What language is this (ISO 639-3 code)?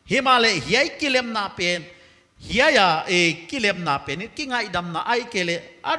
pck